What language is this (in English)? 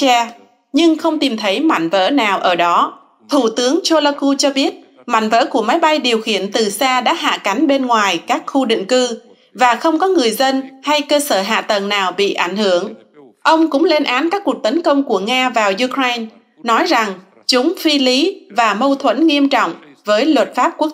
Vietnamese